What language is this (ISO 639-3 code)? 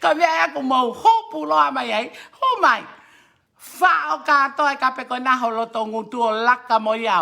ton